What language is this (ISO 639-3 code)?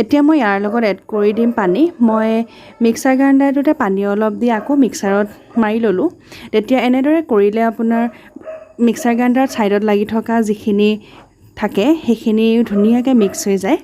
asm